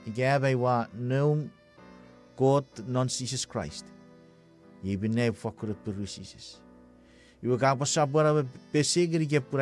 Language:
Chuukese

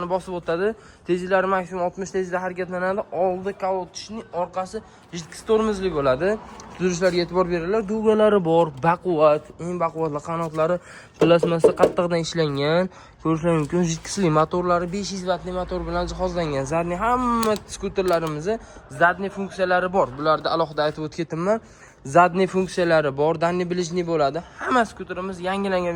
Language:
Uzbek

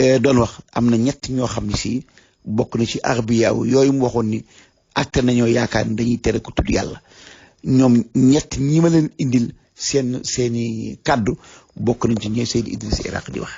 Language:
Wolof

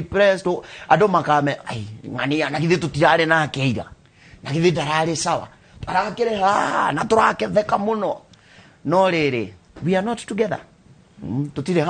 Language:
Kikuyu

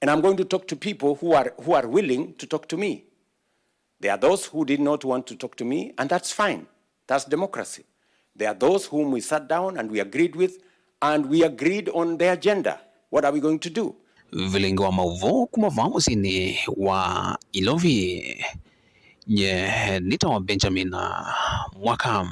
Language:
Kamba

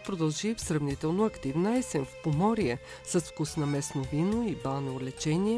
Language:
Bulgarian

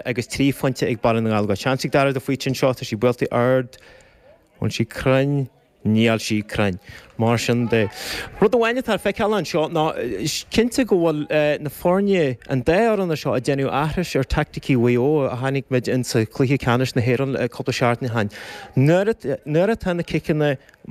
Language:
Irish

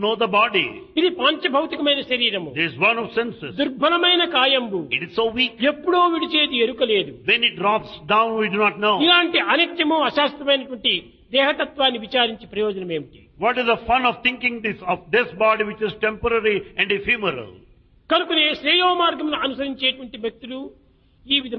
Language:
Telugu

